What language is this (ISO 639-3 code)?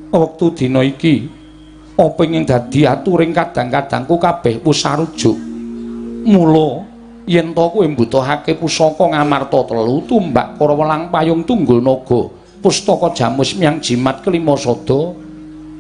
jav